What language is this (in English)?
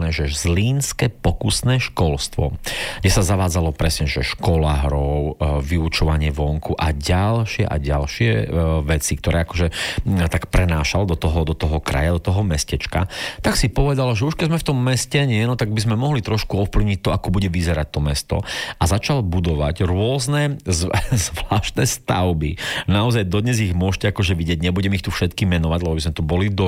Slovak